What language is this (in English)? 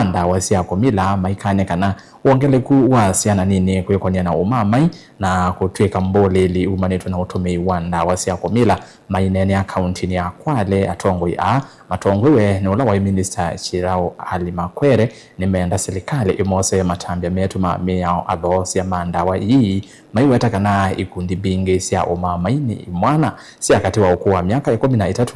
Kamba